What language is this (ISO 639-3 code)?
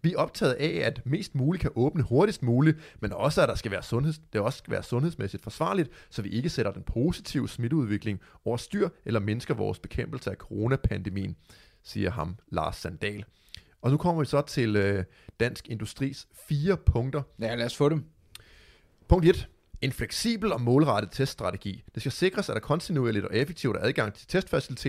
dan